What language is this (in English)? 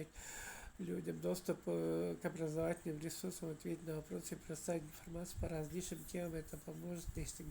Tuvinian